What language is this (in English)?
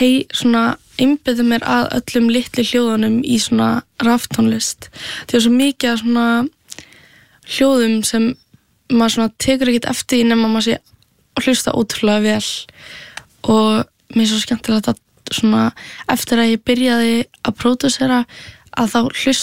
Icelandic